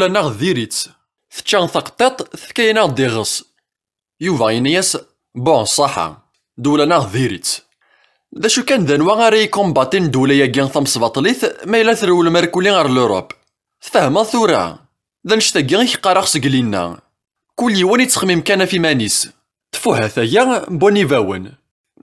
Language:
Kabyle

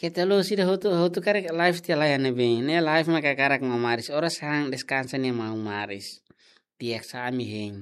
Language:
Tetum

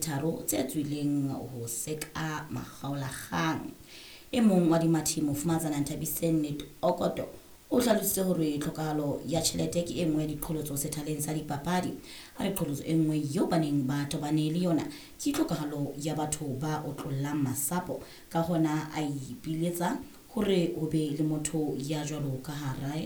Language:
Southern Sotho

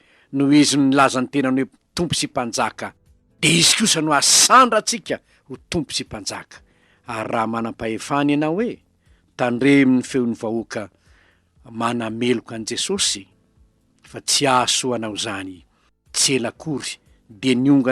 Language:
Malagasy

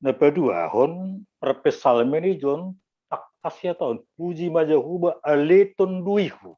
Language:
Batak Simalungun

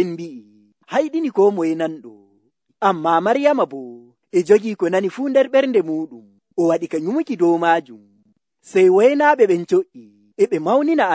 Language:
Nigerian Fulfulde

